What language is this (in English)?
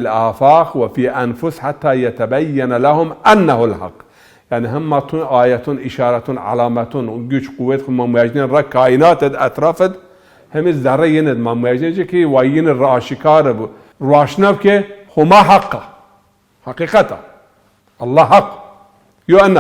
Zaza